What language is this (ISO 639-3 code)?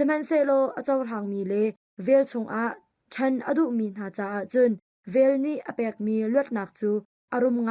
cnh